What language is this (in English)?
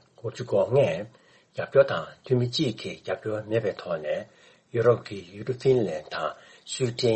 Tibetan